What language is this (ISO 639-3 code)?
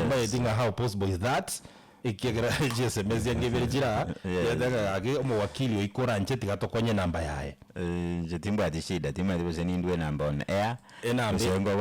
guz